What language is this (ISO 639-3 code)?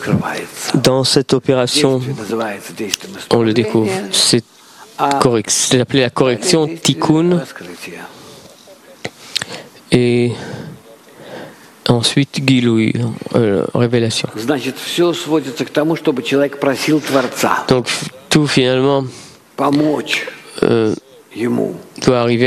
fra